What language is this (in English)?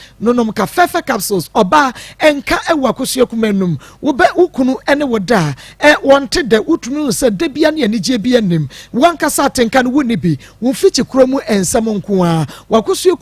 Akan